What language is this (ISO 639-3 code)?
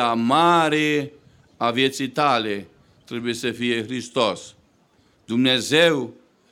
ron